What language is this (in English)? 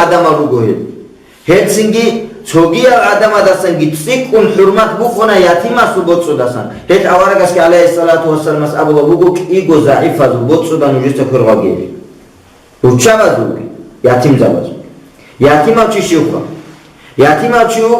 Avaric